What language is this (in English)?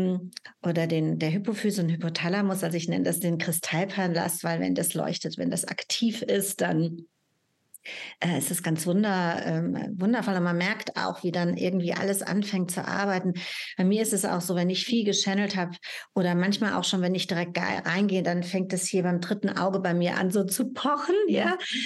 German